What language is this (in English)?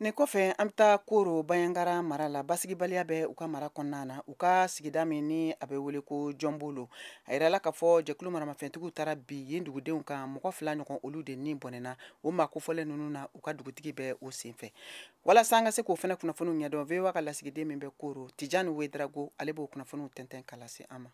Bambara